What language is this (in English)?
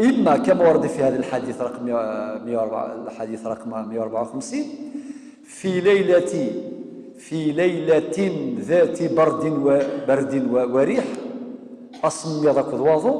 Kabyle